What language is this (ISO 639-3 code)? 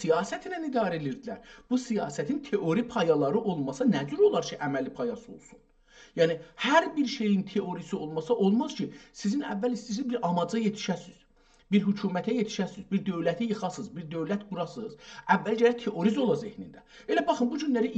azb